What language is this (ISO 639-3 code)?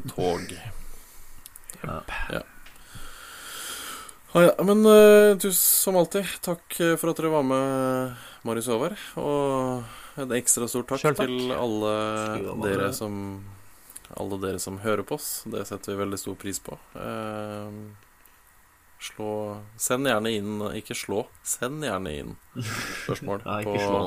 nor